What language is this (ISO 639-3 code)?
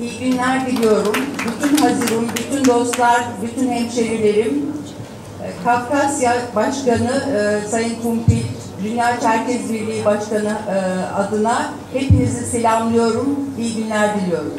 ady